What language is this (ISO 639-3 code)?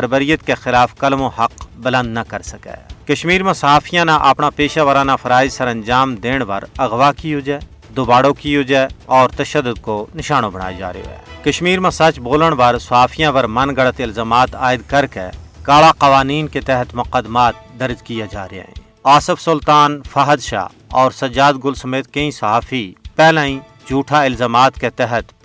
gju